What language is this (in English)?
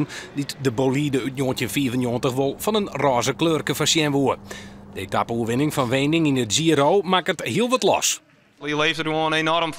Western Frisian